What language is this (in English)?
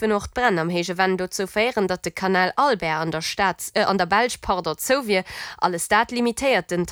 Luxembourgish